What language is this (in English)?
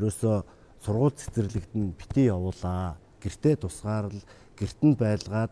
Mongolian